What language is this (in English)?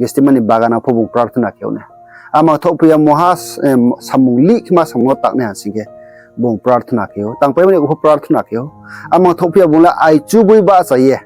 Riang (India)